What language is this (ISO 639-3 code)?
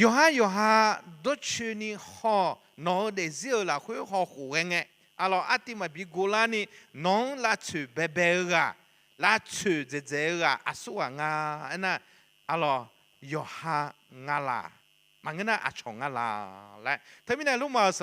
ahk